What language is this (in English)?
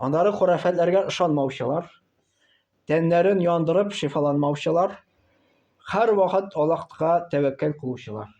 Tatar